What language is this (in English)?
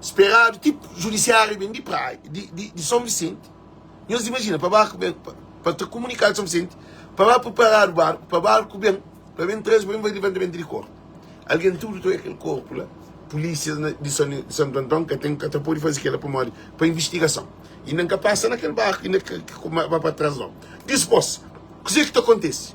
Kabuverdianu